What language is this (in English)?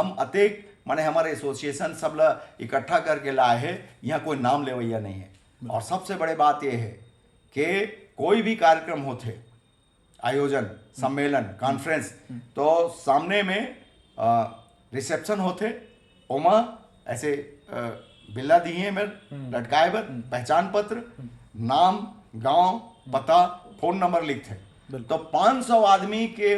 Chhattisgarhi